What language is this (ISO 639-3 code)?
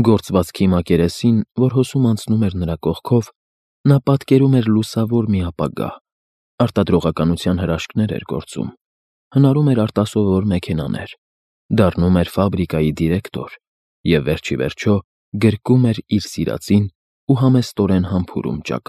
hye